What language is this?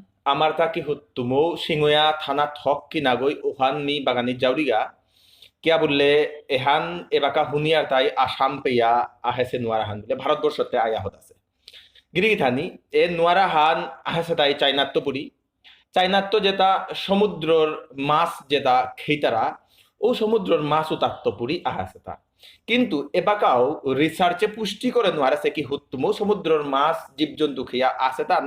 Bishnupriya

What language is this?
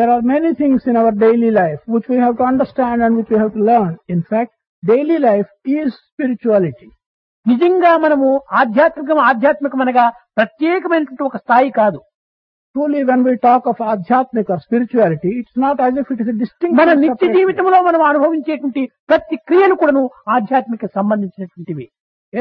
Telugu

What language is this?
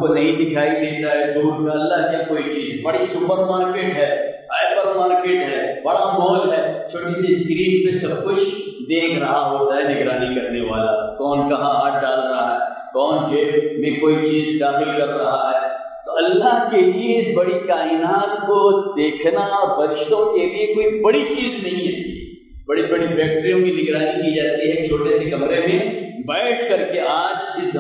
Urdu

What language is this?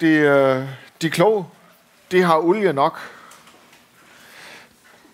Danish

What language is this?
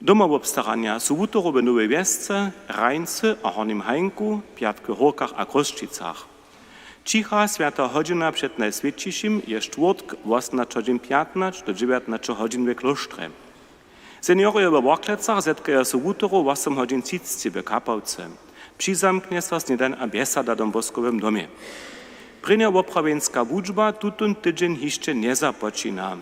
Upper Sorbian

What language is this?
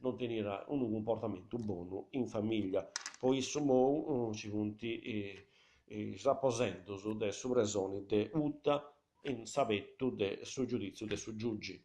Sardinian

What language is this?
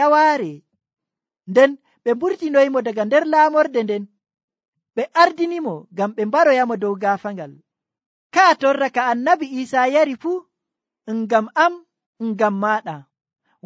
Nigerian Fulfulde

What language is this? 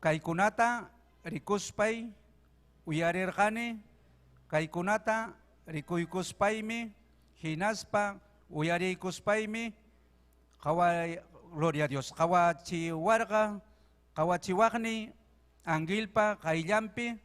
Ayacucho Quechua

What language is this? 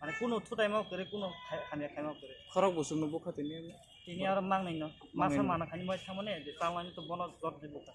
Riang (India)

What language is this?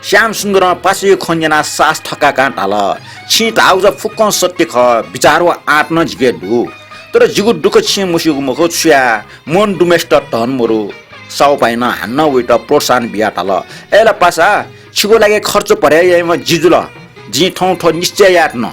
Newari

